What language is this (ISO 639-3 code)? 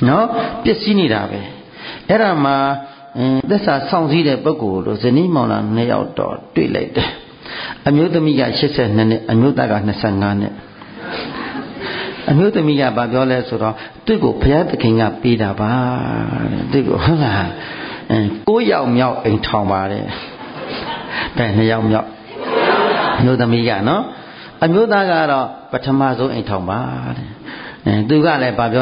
mya